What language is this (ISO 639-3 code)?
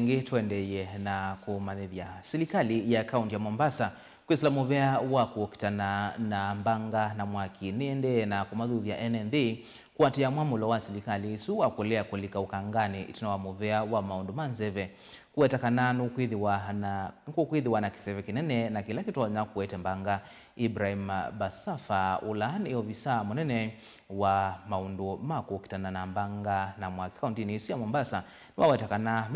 kam